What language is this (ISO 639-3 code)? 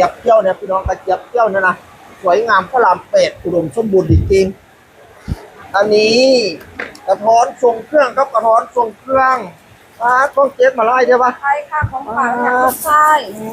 tts